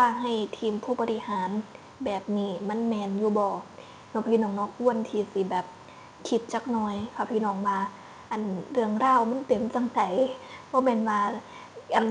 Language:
Northeastern Thai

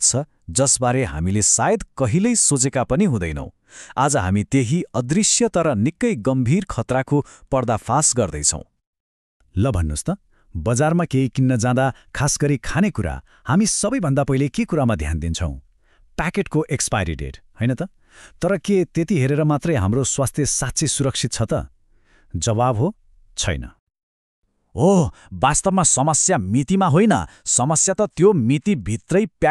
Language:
Nepali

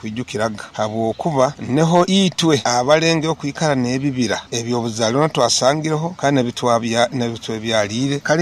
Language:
Nyoro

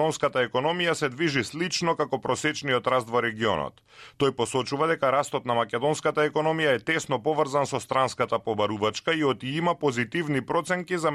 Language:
Macedonian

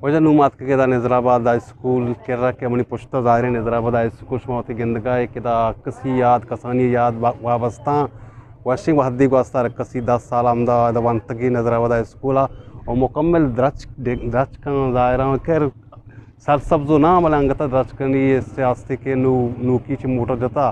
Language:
Eastern Balochi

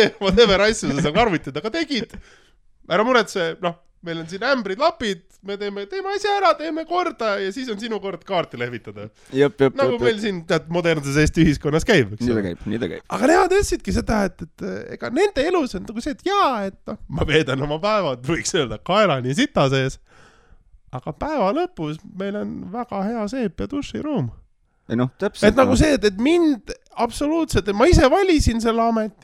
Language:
Estonian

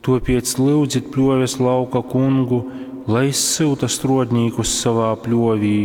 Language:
Latgalian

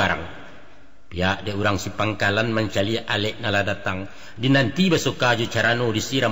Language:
Minangkabau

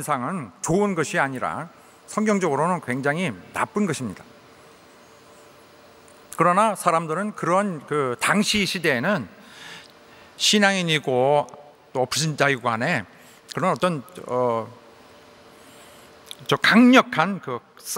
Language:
Korean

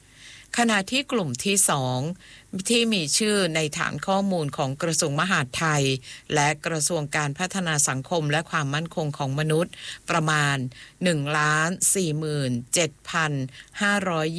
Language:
Thai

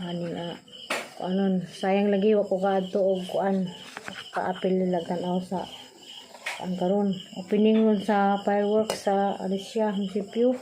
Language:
Cebuano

